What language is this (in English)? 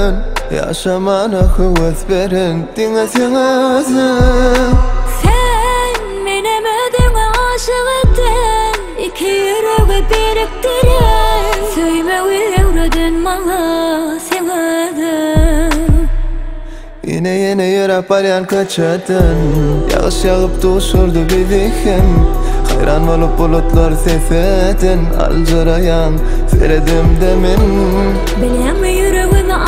Turkish